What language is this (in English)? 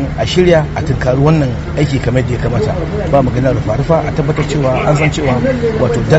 Hausa